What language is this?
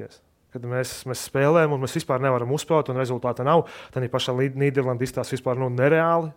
Latvian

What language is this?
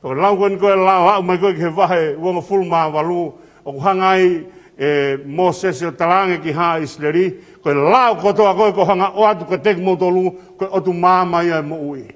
Tongan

